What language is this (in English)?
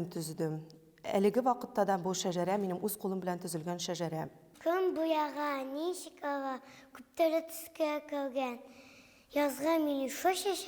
Bashkir